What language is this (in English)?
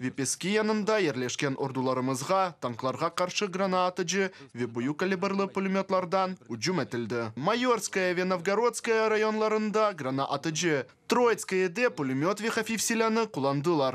Crimean Tatar